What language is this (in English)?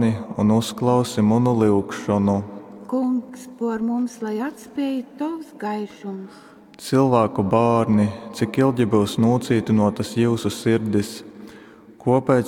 Latgalian